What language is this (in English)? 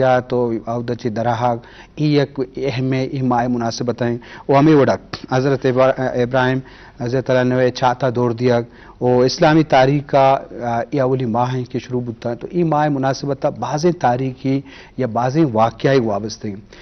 Eastern Balochi